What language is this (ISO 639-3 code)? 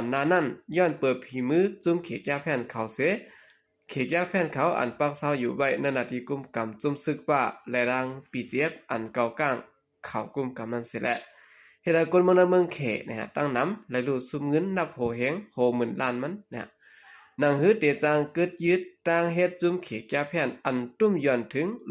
shn